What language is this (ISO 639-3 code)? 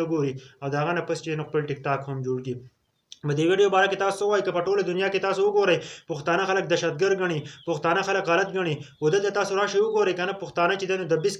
pus